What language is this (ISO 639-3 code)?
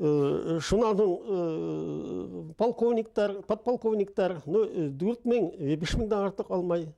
bak